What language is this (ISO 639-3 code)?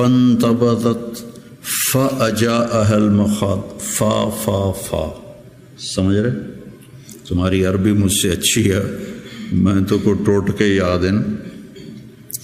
urd